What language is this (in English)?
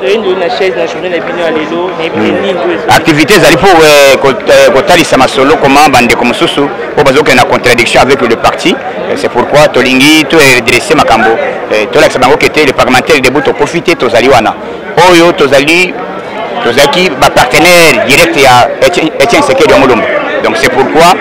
Lingala